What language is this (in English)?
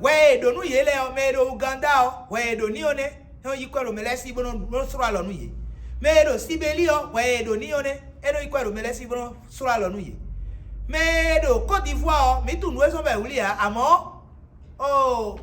Fon